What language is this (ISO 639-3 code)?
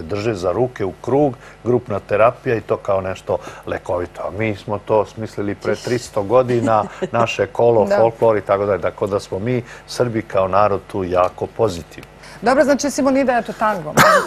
srp